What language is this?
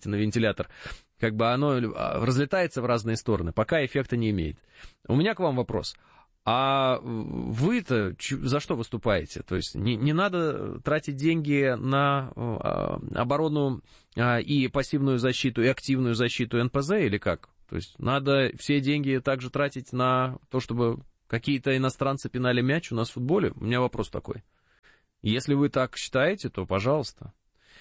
Russian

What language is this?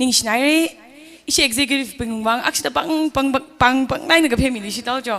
Tangkhul Naga (India)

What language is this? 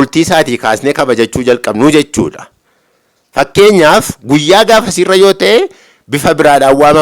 Oromo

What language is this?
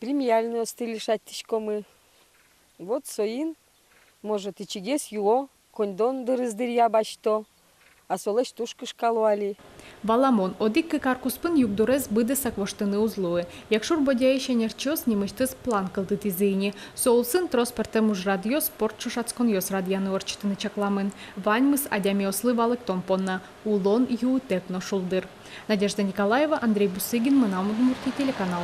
Udmurt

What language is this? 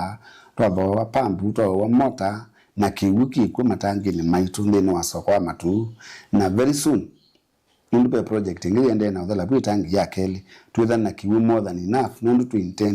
Kamba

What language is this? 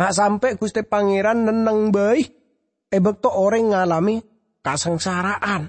Madurese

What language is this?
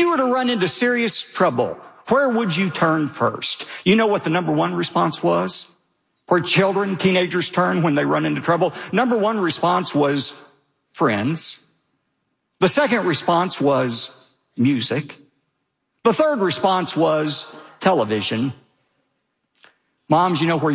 English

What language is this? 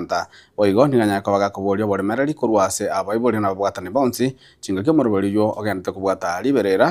Gusii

